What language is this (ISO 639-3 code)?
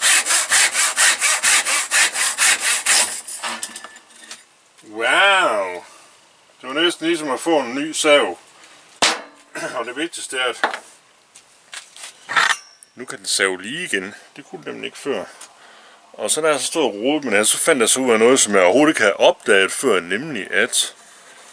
dan